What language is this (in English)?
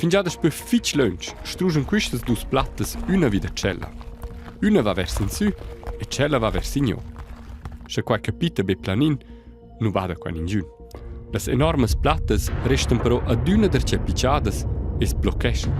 Romansh